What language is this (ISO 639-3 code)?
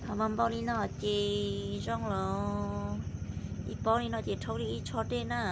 hmn